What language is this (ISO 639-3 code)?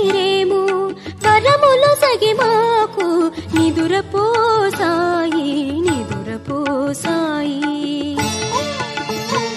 tel